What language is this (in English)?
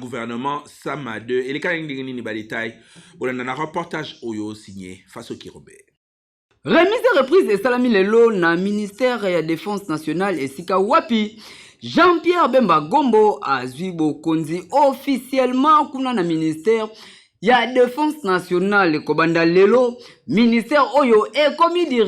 Lingala